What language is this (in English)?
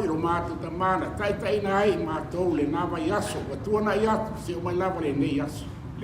Samoan